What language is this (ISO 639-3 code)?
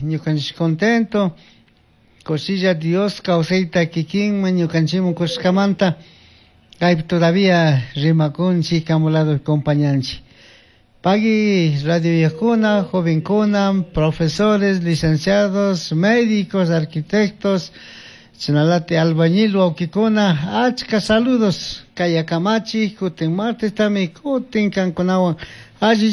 qug